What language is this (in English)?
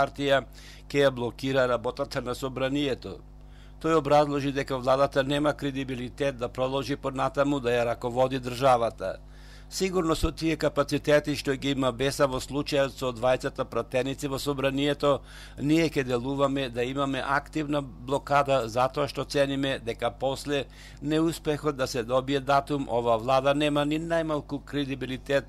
Macedonian